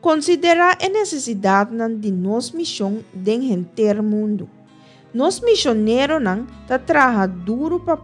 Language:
Papiamento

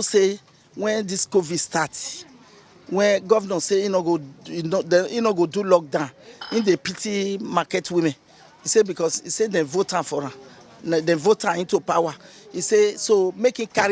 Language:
Nigerian Pidgin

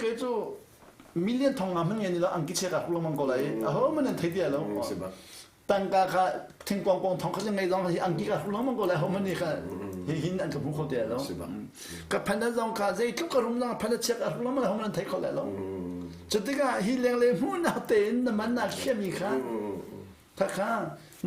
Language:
Hakha Chin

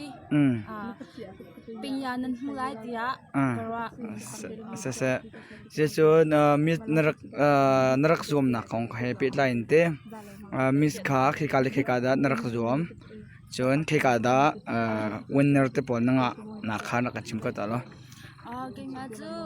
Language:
Hakha Chin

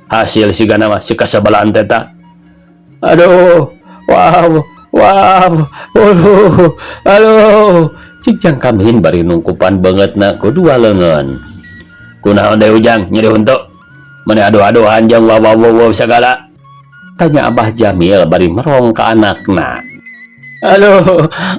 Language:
Sundanese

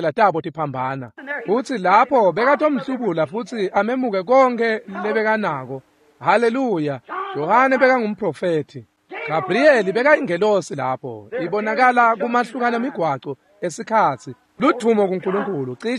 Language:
Swati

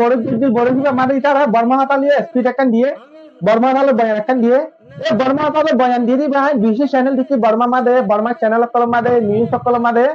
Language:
Rohingya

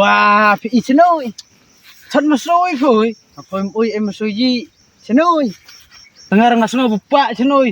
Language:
Khasi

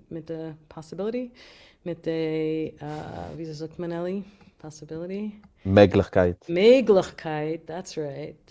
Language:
Yiddish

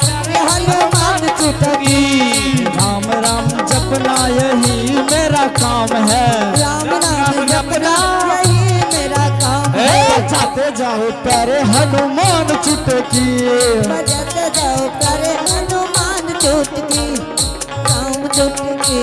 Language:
Angika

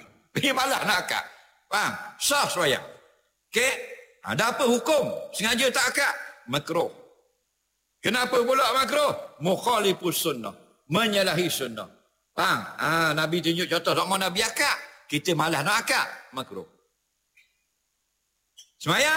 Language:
Malay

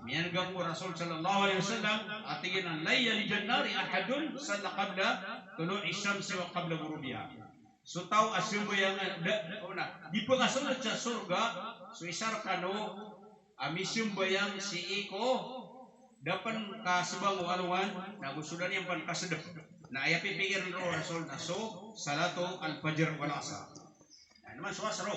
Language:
Maranao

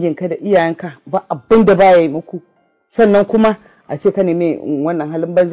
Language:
Hausa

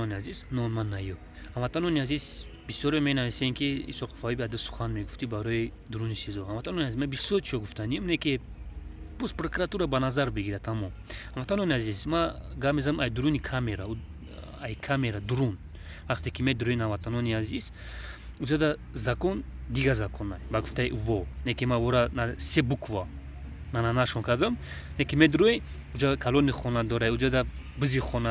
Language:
Tajik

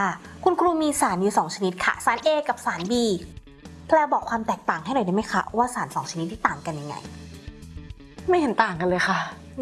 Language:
Thai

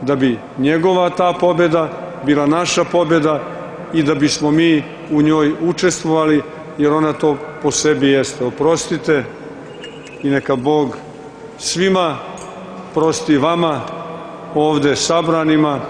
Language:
Serbian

